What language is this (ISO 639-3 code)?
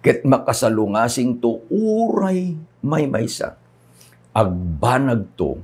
ilo